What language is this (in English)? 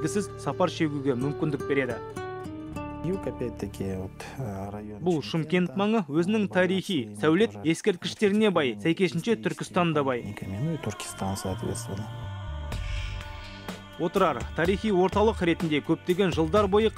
Kazakh